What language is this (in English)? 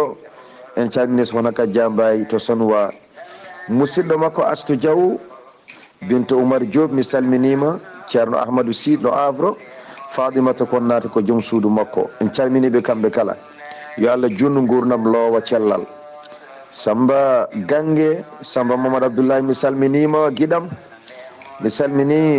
Fula